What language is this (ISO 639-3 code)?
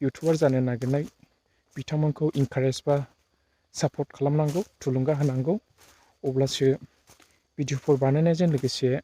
brx